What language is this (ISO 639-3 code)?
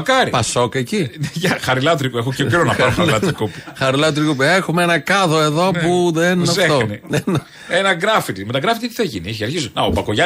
ell